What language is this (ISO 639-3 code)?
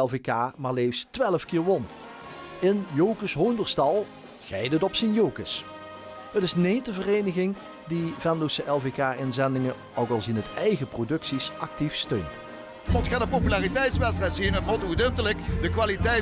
lim